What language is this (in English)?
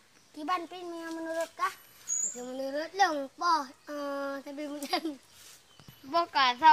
Achinese